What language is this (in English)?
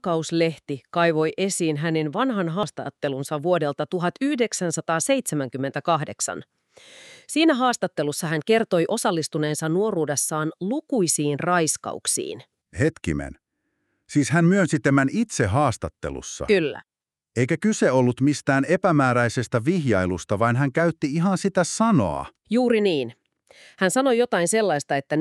Finnish